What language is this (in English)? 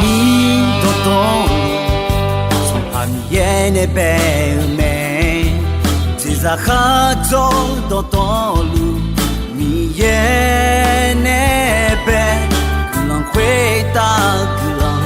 Akha